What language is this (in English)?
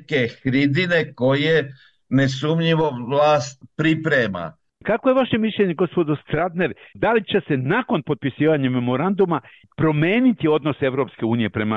Serbian